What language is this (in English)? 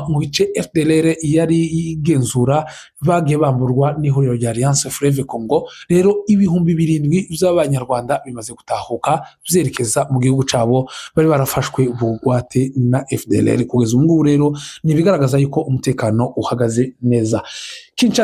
Kinyarwanda